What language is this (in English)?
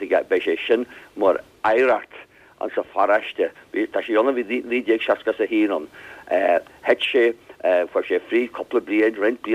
Irish